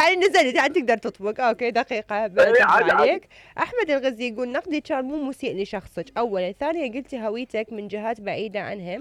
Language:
Mesopotamian Arabic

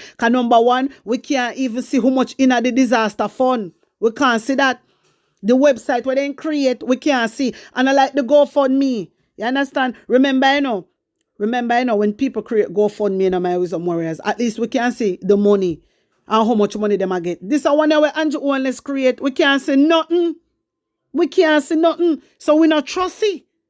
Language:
Jamaican Creole English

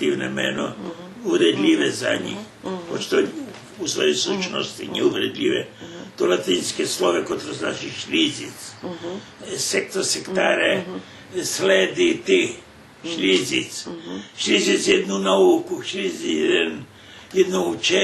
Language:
Rusyn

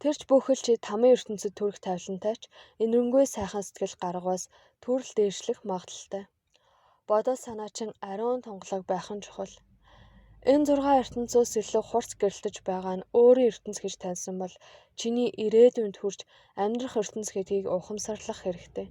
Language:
Mongolian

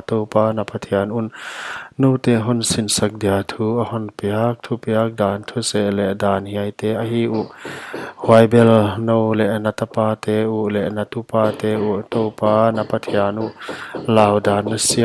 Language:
Paite Chin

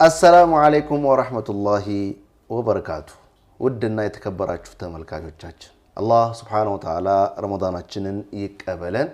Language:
Amharic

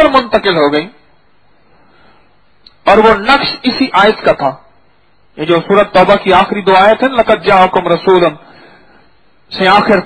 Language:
Urdu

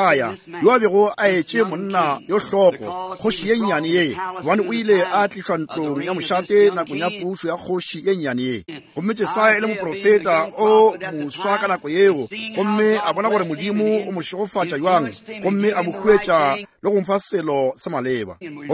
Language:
Northern Sotho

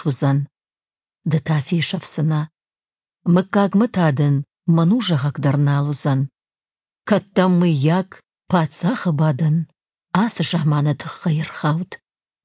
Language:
Ossetic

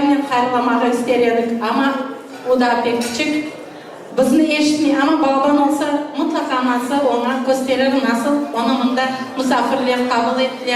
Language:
Crimean Tatar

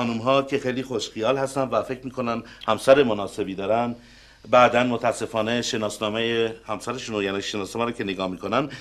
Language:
Persian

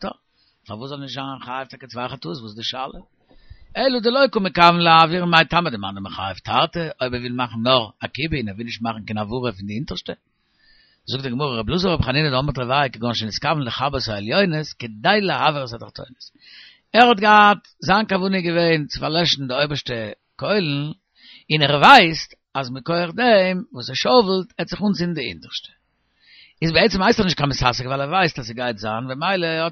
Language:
Yiddish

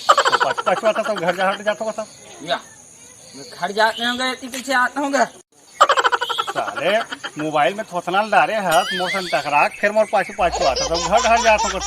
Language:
Chhattisgarhi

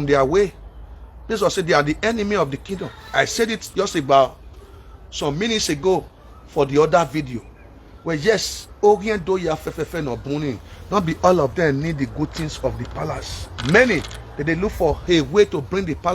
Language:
Nigerian Pidgin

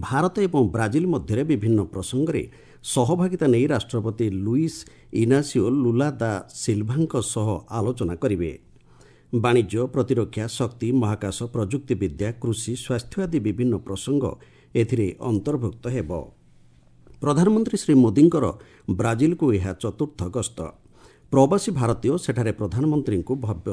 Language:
Odia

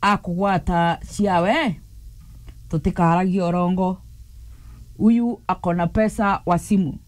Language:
Meru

